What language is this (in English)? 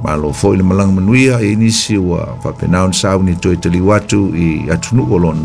Samoan